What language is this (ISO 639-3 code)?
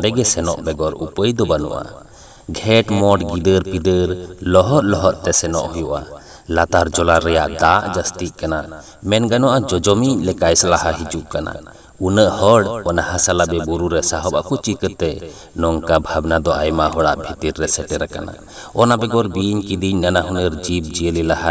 sat